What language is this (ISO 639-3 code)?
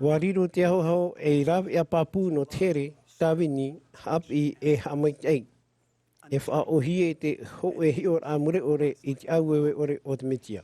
tah